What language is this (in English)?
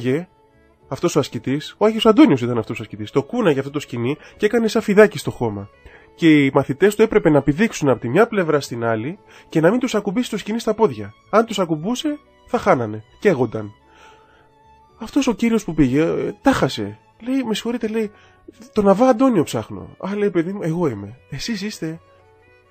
Greek